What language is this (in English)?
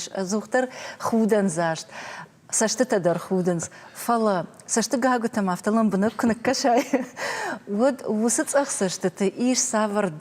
Ossetic